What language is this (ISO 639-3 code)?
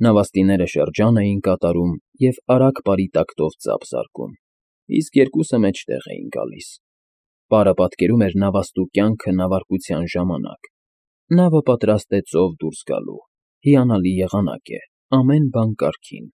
hye